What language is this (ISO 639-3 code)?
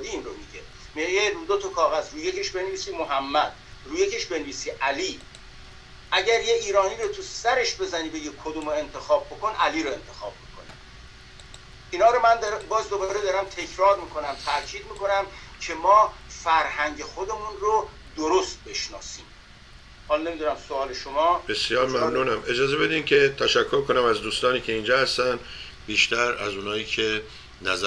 fas